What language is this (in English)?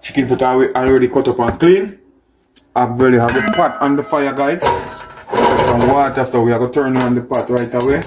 Jamaican Creole English